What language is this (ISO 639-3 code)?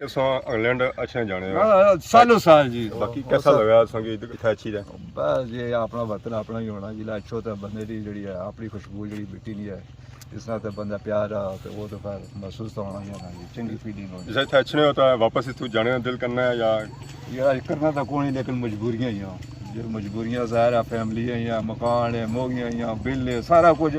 phr